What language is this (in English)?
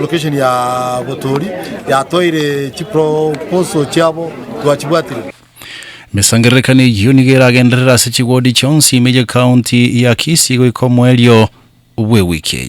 Gusii